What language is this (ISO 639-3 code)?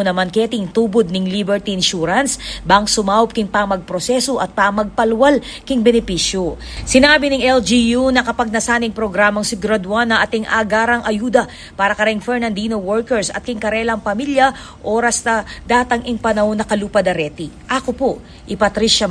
pam